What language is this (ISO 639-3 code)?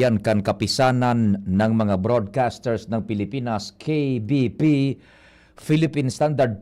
bik